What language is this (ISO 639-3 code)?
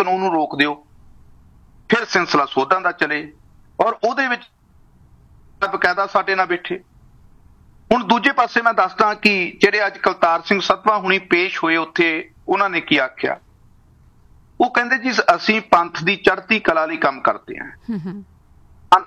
pan